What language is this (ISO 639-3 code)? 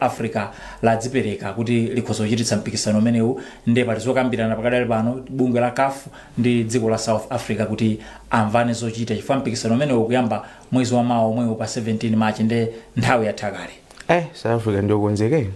nya